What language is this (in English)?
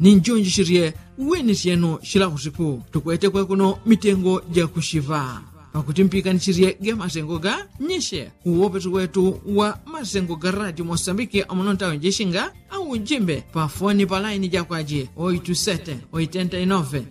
Yao